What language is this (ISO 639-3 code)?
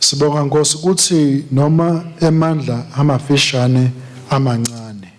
ssw